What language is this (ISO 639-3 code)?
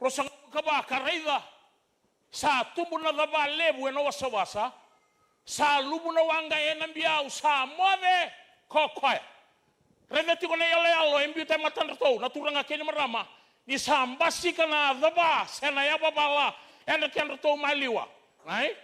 fij